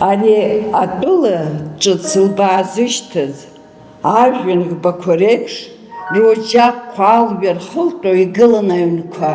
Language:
Abkhazian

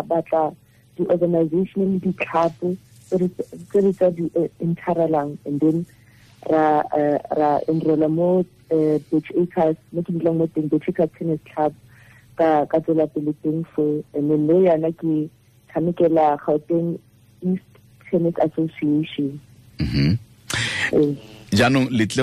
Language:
Tswana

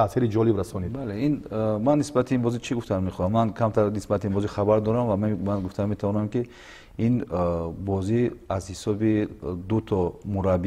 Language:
Tajik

